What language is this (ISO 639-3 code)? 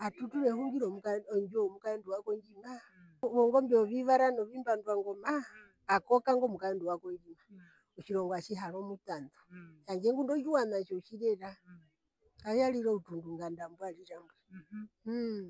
her